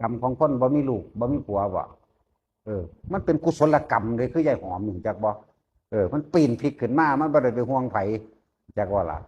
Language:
Northeastern Thai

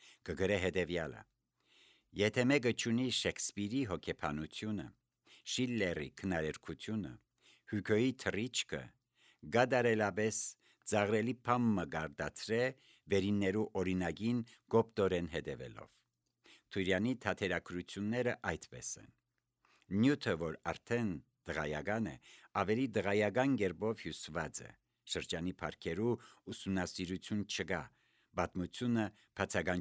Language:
Armenian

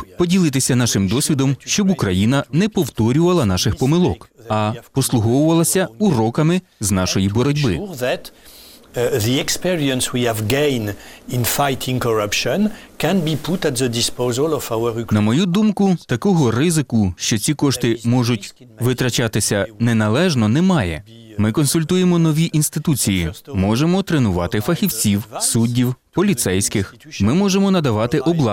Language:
Ukrainian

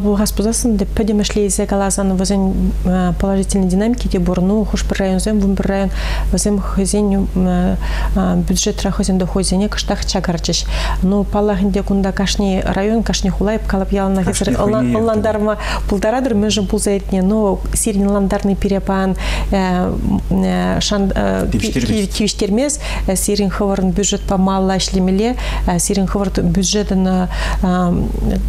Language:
Chuvash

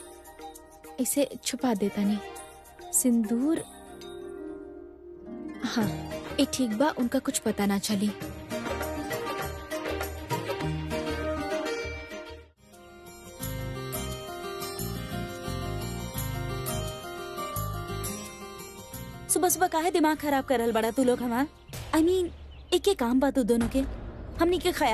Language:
Bhojpuri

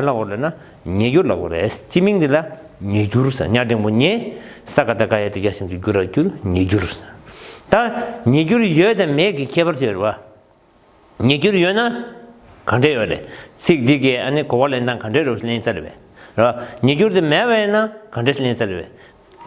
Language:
Tibetan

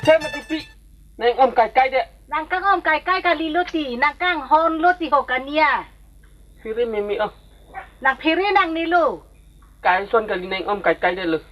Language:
Karbi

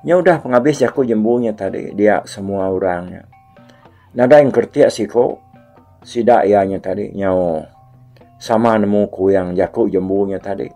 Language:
Iban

